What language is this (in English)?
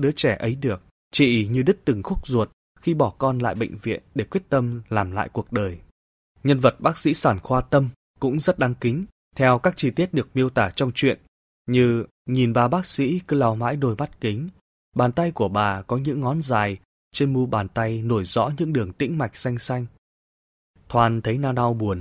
Vietnamese